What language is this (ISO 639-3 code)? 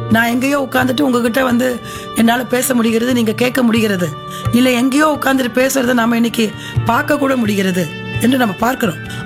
tam